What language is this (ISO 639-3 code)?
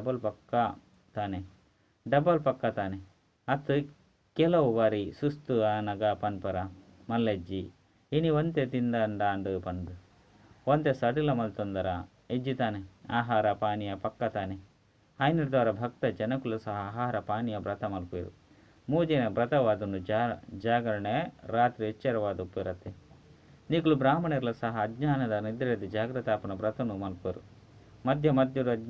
tcy